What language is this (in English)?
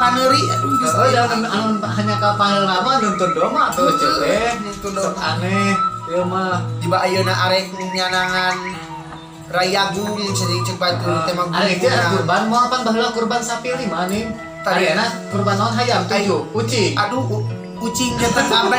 Sundanese